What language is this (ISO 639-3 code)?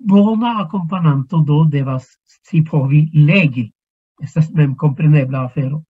epo